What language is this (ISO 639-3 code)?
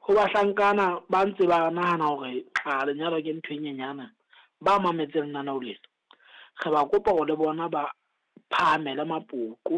sot